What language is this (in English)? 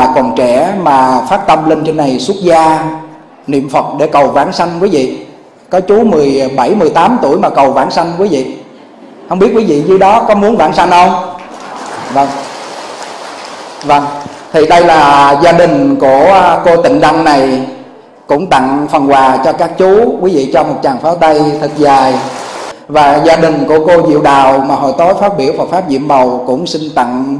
Vietnamese